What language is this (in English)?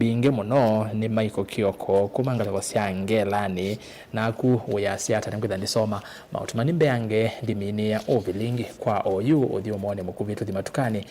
Kamba